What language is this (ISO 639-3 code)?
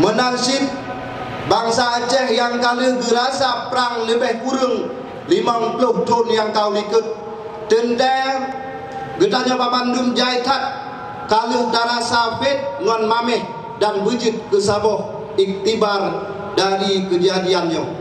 ace